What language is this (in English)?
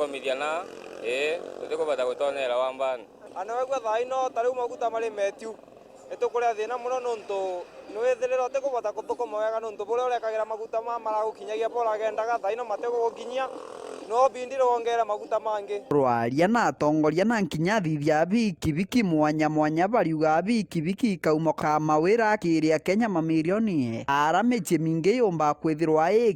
Meru